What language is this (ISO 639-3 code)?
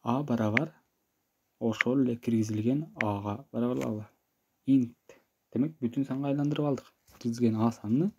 kir